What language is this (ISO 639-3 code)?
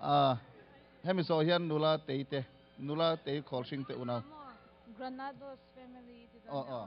lus